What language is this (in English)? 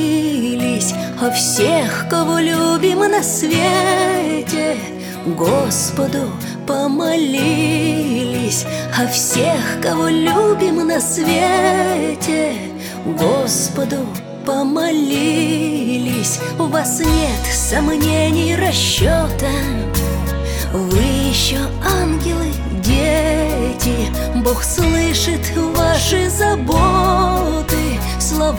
Russian